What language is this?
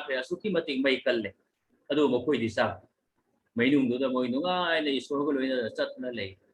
Manipuri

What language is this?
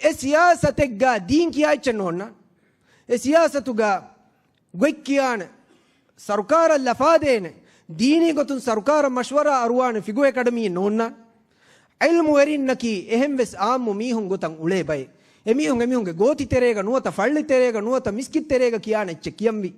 Divehi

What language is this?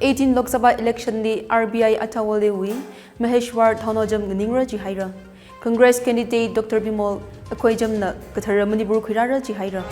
Tangkhul Naga (India)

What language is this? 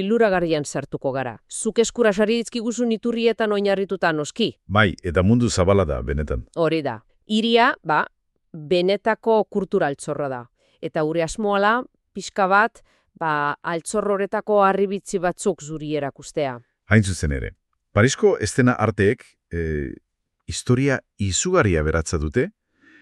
Basque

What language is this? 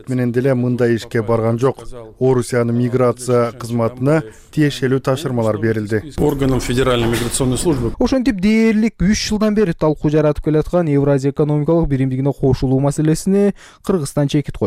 Kyrgyz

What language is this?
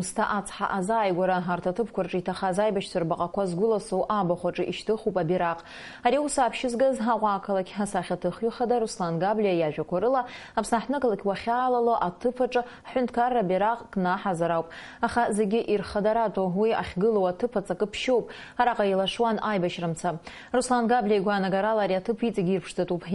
Abkhazian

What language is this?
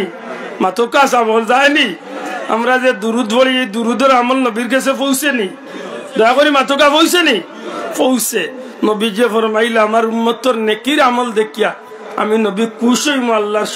Sylheti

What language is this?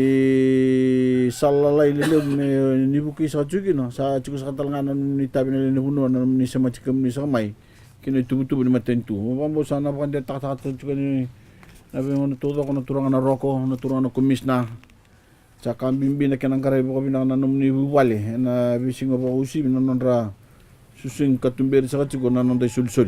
Fijian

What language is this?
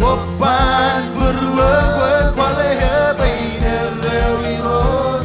Marshallese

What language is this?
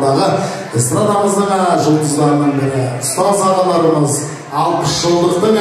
Kara-Kalpak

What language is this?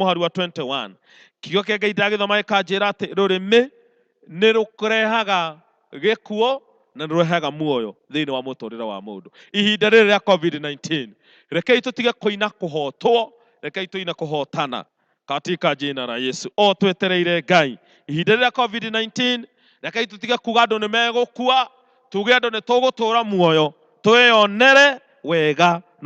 Kikuyu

